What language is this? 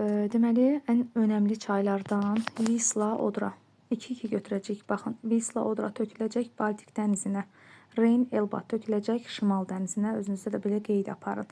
Azerbaijani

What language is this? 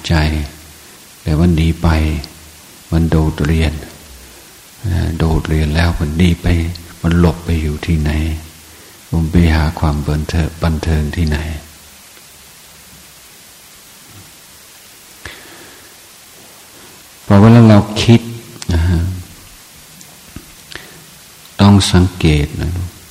Thai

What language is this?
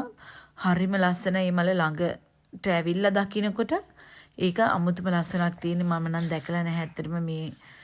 Sinhala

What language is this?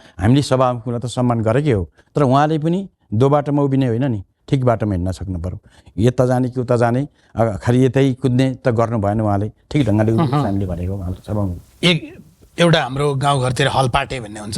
Nepali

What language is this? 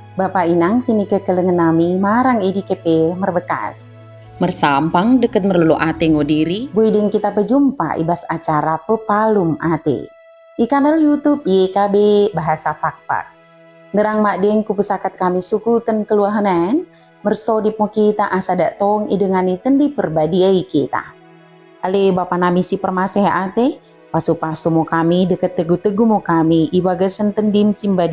Batak Dairi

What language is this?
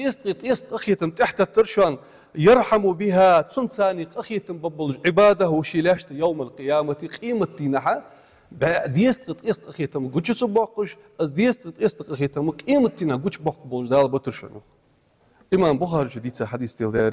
Ingush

